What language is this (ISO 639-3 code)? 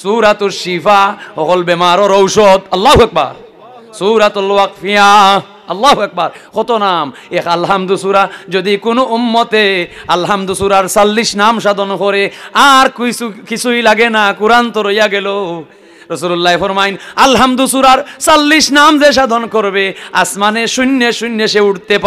syl